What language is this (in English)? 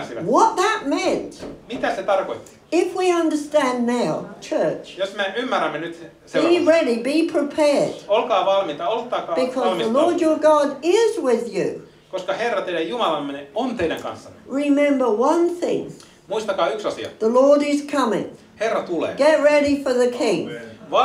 Finnish